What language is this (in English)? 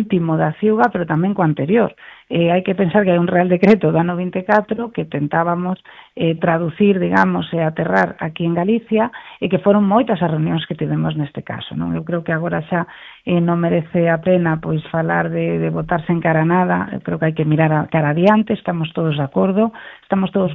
Galician